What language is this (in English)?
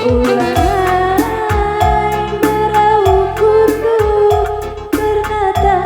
Batak Karo